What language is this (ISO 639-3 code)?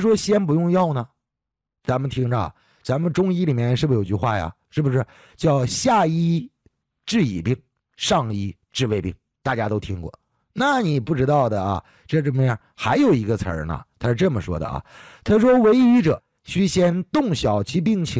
zho